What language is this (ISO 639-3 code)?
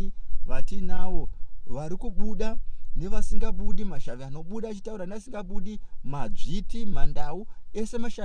sna